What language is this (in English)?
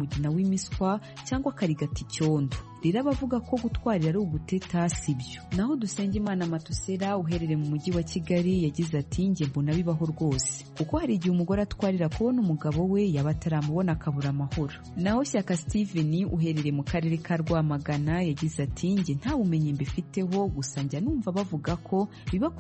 Kinyarwanda